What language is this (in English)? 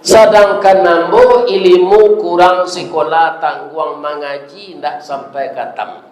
Minangkabau